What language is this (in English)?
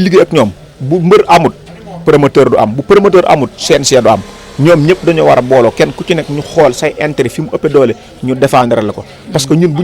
Wolof